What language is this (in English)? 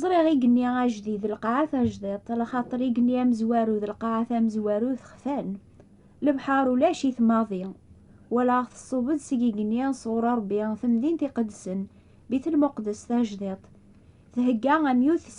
Kabyle